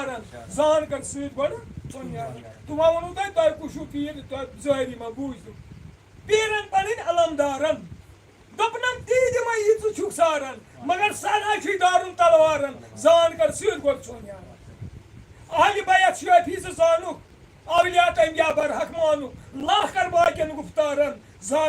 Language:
Kashmiri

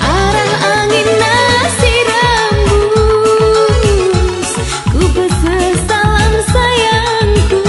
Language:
Batak Karo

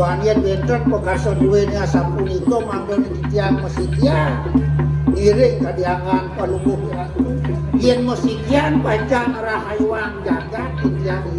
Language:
Balinese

